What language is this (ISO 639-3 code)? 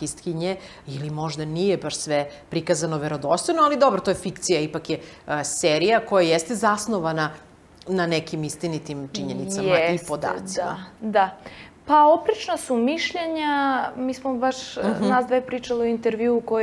srp